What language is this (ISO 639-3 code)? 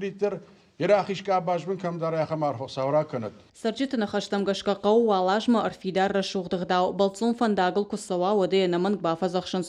oss